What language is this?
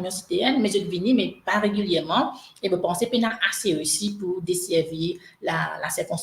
Morisyen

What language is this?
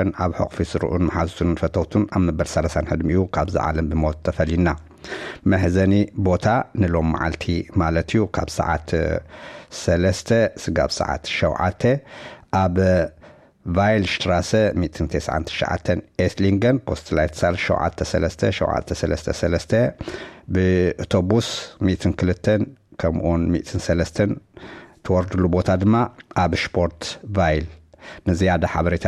Tigrinya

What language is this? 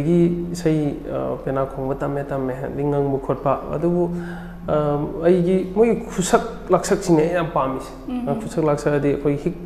Manipuri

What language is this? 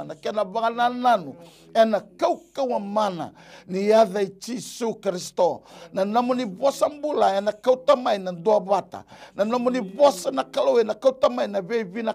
Fijian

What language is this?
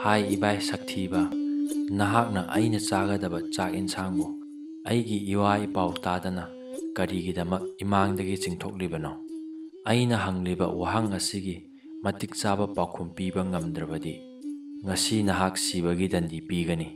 Manipuri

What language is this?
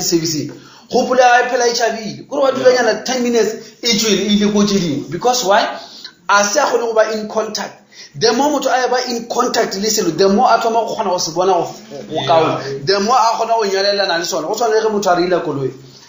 Northern Sotho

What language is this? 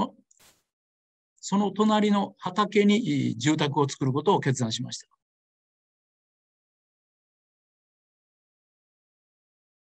Japanese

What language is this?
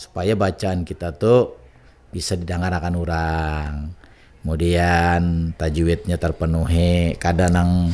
Banjar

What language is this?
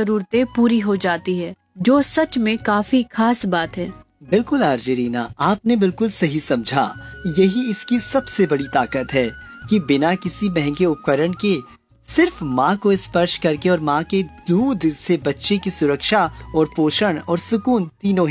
Hindi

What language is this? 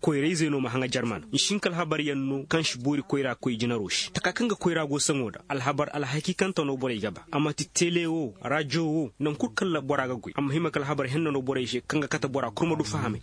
Koyraboro Senni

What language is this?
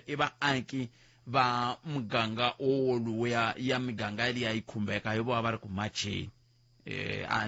Tsonga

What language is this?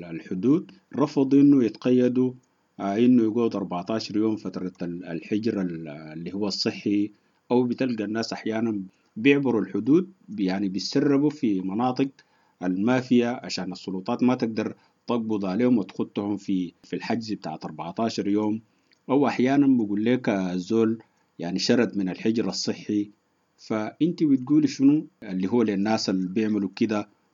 Sudanese Arabic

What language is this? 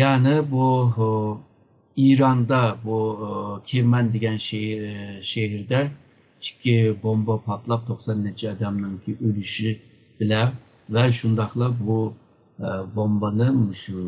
Uyghur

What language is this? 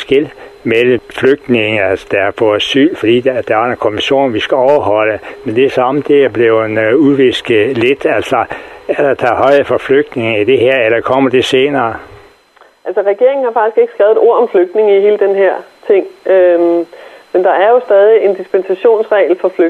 Danish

